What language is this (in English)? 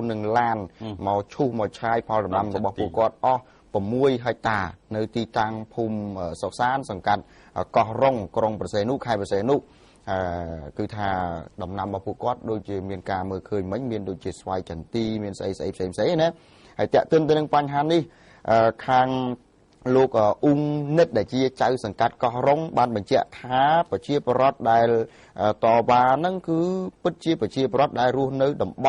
Khmer